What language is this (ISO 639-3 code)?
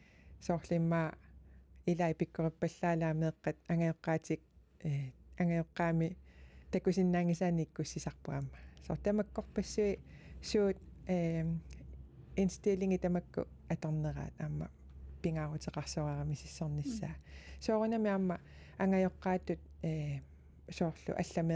kal